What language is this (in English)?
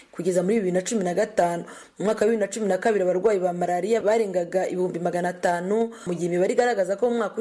Kinyarwanda